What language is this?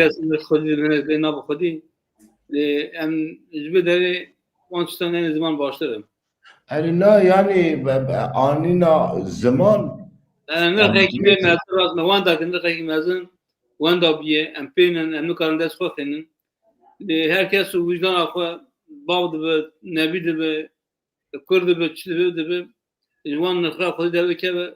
Kurdish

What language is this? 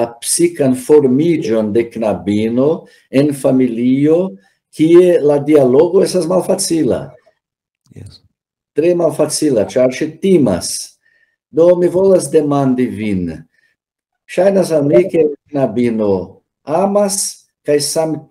Esperanto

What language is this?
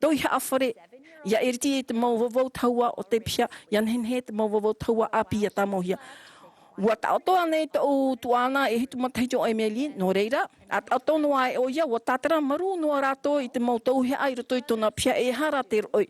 Tahitian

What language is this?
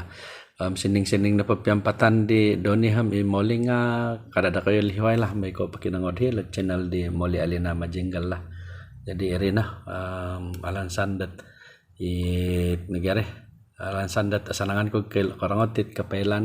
Central Dusun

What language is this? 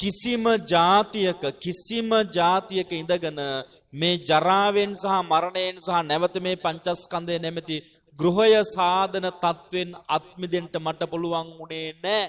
Sinhala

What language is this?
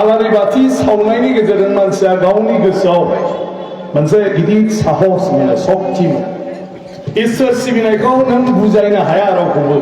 Bodo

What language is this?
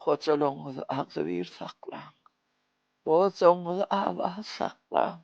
Turkmen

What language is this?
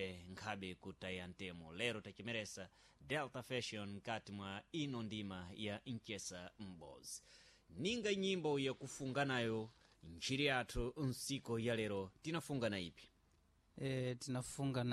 Sena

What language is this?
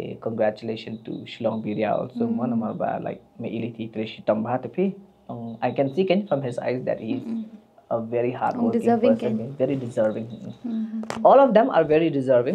Khasi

